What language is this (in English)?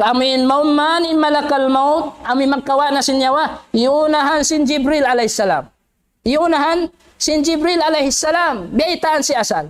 Tausug